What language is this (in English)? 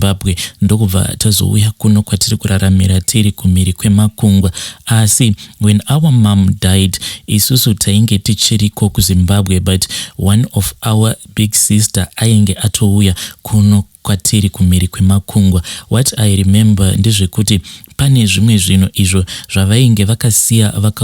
Shona